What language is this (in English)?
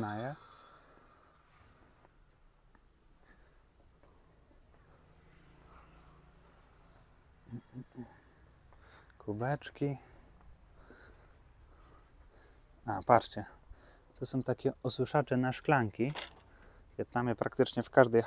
Polish